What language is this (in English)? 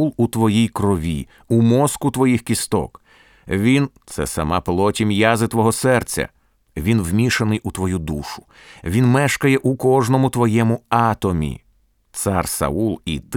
Ukrainian